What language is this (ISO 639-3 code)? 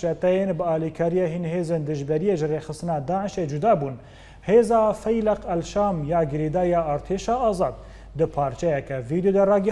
kur